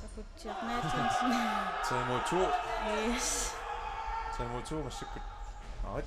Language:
Kalaallisut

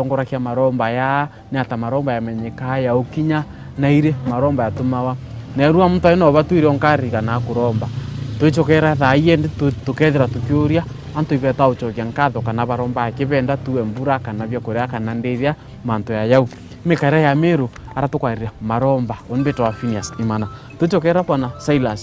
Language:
Meru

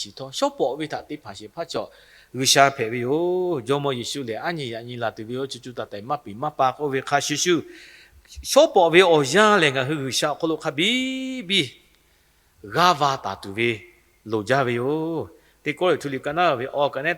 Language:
Lahu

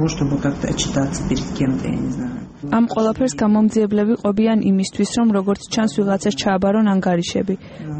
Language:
Georgian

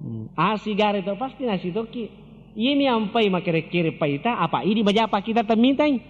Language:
Buginese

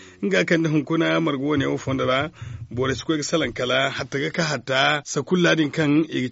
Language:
Zarma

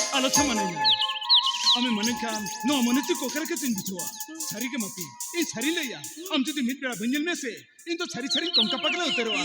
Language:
Santali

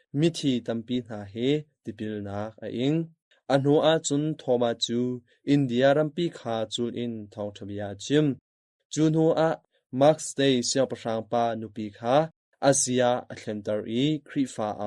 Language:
Hakha Chin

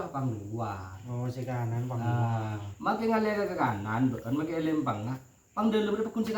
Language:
Madurese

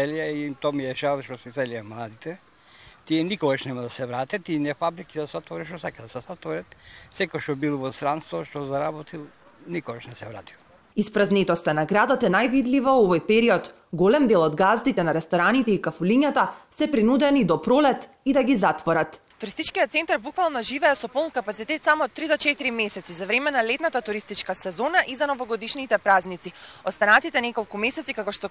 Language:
Macedonian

